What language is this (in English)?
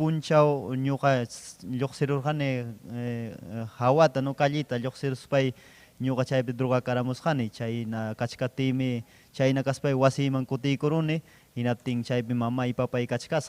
Ayacucho Quechua